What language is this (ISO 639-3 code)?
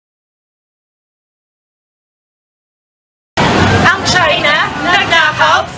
fil